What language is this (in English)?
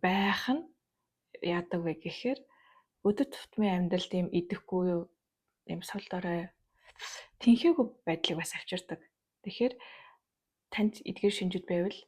Mongolian